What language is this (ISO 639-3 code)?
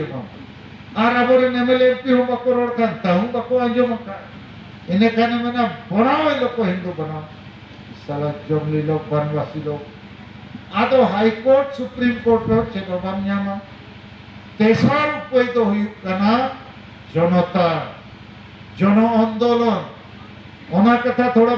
sat